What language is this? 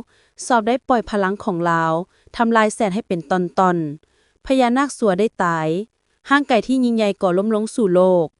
Lao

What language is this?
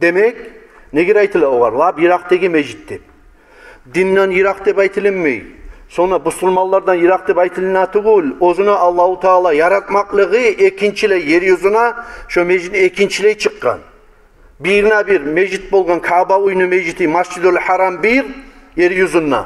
Kumyk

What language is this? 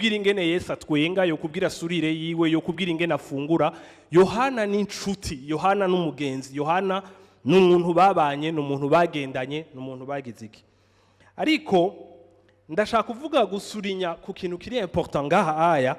Rundi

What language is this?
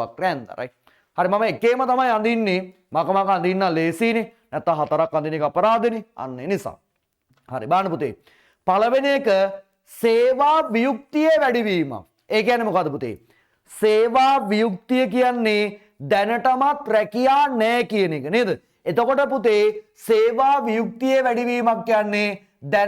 Sinhala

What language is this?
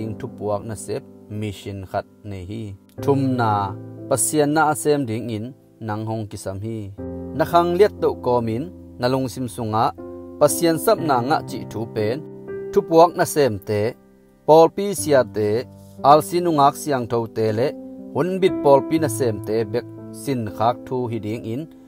Tedim Chin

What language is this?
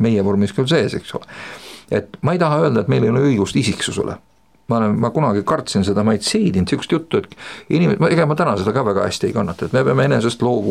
Estonian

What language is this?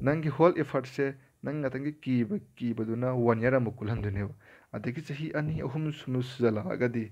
Manipuri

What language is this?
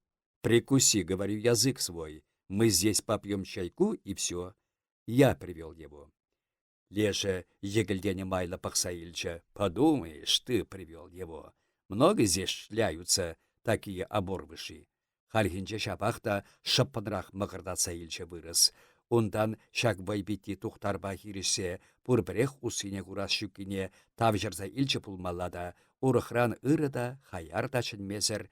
Chuvash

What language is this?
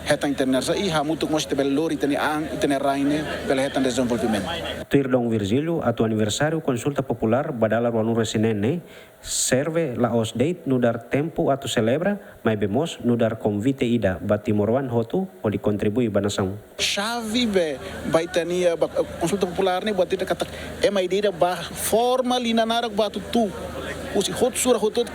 Tetum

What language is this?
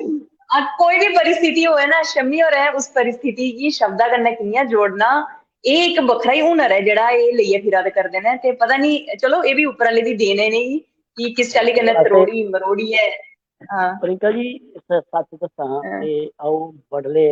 Dogri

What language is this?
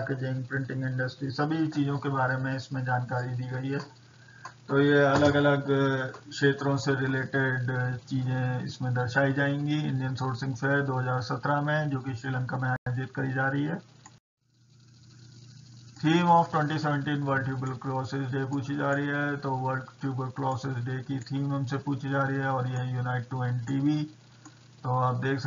Hindi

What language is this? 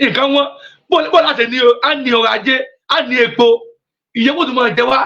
Yoruba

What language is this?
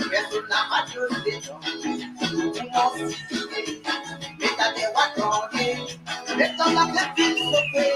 Morisyen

